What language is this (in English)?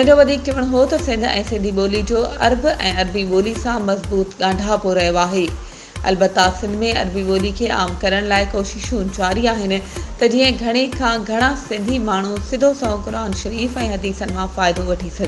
Sindhi